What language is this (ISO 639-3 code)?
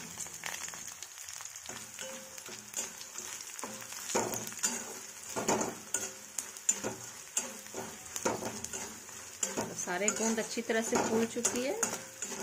hin